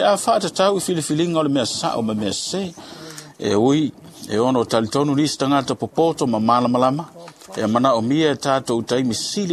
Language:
Samoan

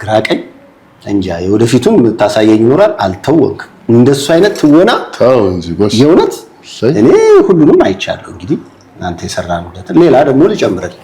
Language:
Amharic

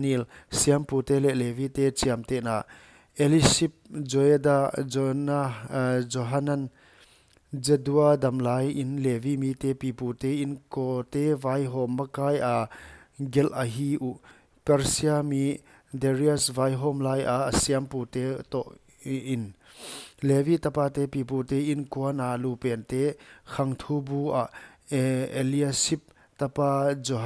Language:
Paite Chin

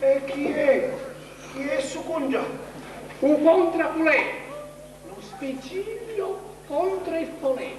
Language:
Sicilian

